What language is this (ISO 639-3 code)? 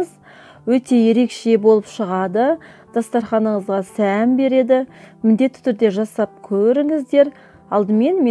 kaz